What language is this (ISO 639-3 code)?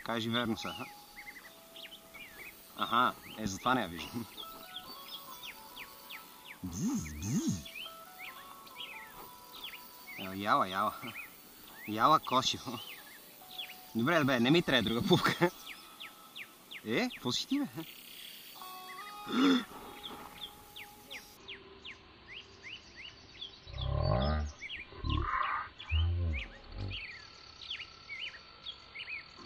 bul